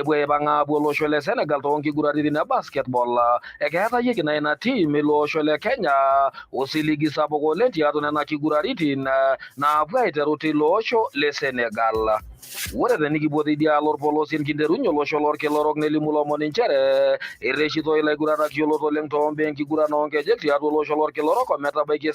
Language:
Masai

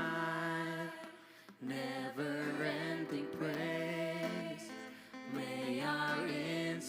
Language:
Faroese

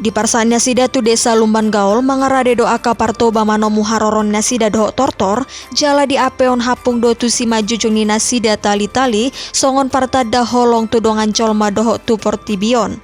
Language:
Batak Toba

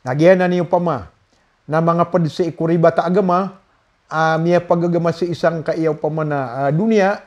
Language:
Maranao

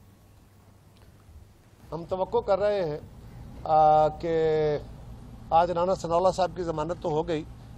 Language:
Urdu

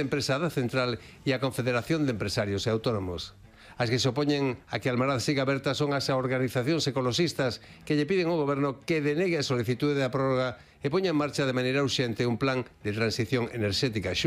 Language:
Galician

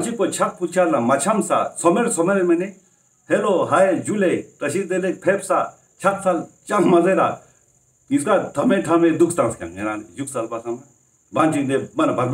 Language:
Ladakhi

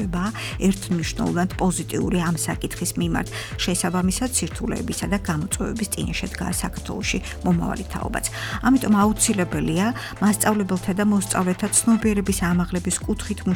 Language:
Georgian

